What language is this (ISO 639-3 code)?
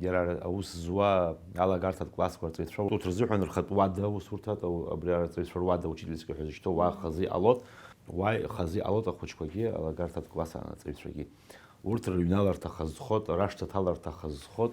abk